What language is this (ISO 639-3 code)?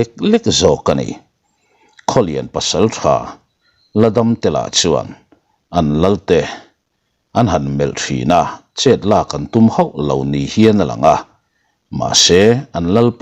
lus